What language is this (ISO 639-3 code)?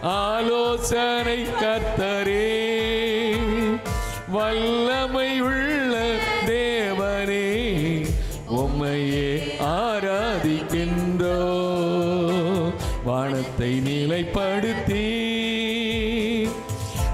tam